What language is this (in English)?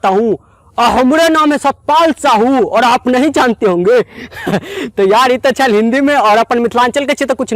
Maithili